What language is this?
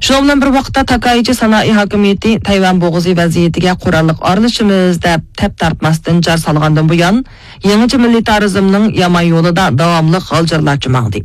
Uyghur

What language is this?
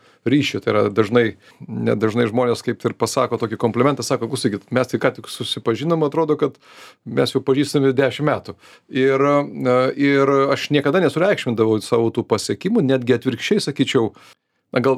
Lithuanian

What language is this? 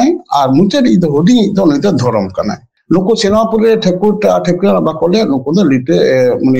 Santali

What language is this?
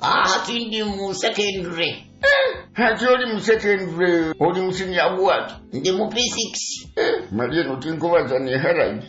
Nyoro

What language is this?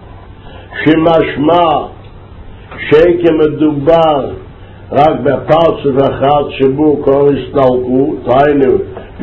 Hebrew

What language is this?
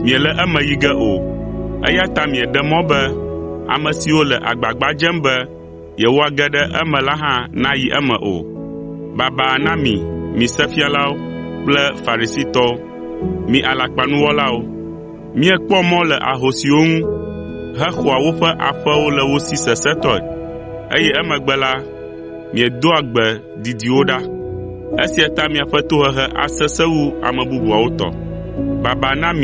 Ewe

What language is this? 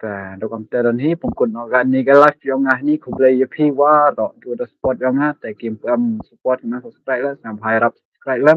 Khasi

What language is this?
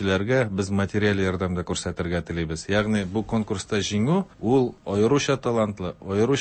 Tatar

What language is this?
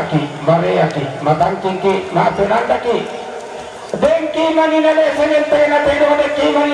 Toraja-Sa'dan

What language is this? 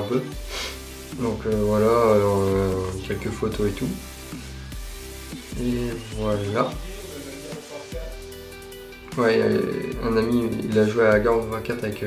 French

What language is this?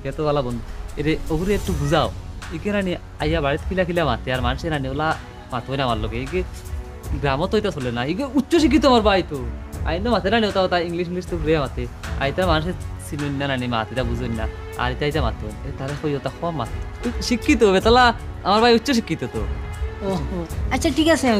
Sylheti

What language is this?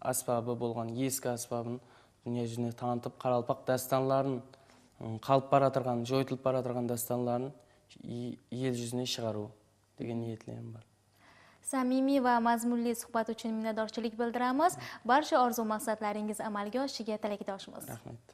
Kara-Kalpak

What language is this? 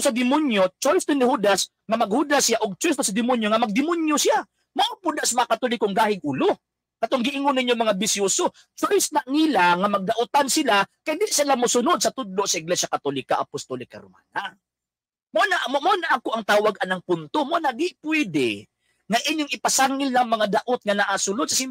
Cebuano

